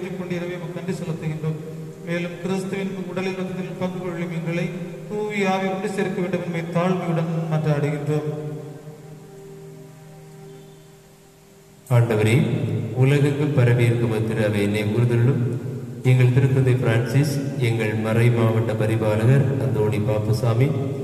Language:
Tamil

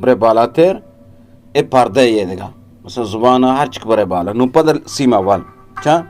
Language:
Eastern Balochi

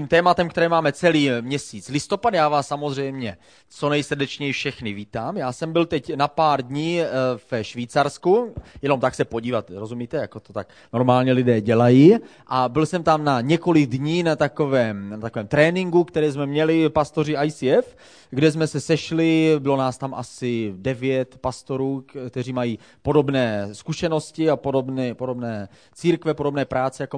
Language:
Czech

